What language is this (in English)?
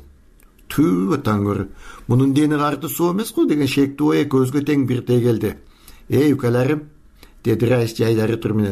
Kyrgyz